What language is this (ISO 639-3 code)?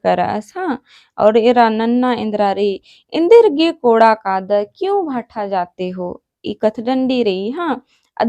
kru